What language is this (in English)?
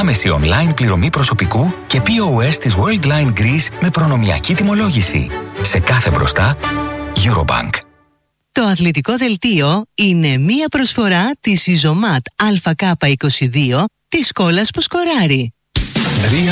Greek